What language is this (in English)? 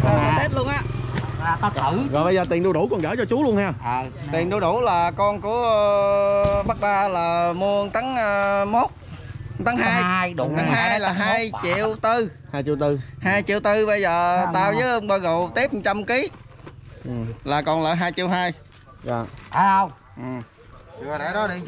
Vietnamese